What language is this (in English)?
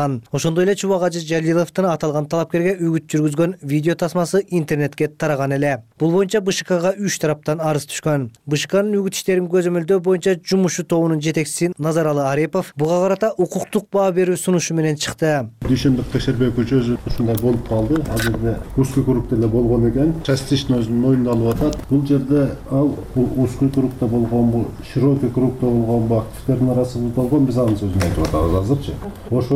Kyrgyz